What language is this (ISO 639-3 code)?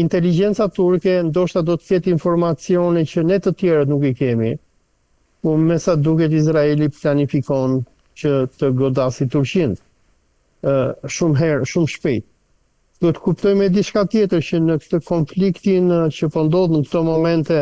sqi